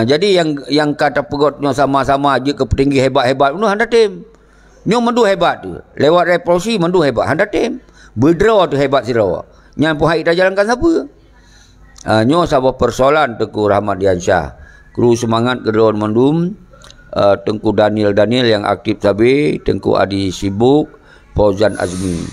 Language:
Achinese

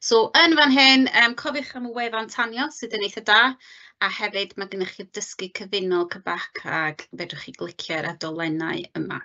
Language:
Welsh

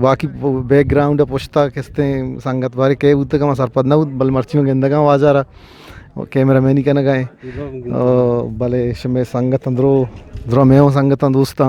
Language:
Eastern Balochi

